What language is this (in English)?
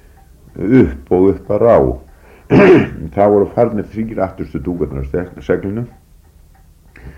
Icelandic